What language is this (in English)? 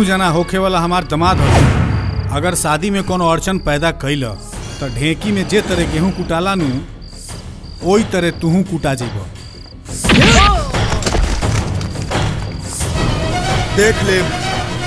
Bhojpuri